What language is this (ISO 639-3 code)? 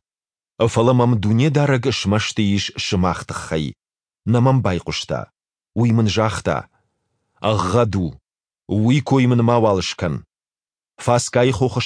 oss